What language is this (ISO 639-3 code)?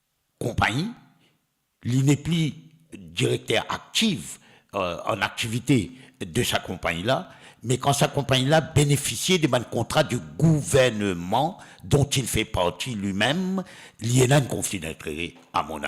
mfe